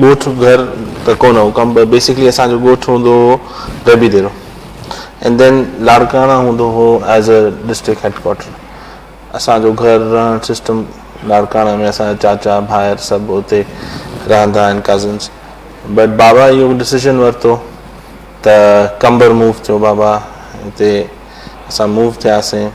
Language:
Sindhi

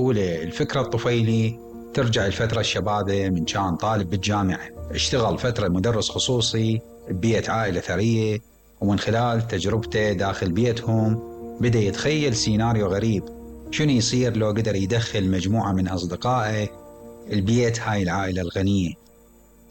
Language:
Mesopotamian Arabic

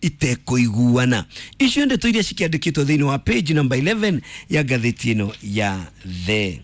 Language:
Kikuyu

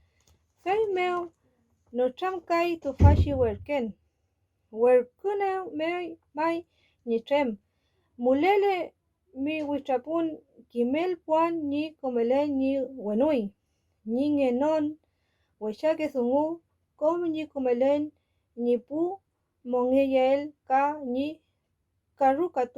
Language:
Mapuche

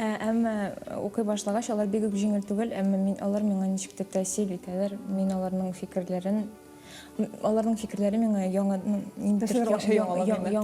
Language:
Tatar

